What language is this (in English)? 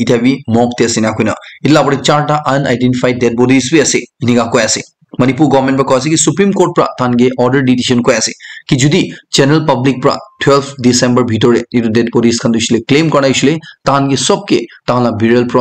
Naga Pidgin